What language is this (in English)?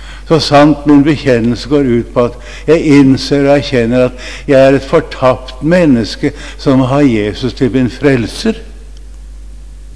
Norwegian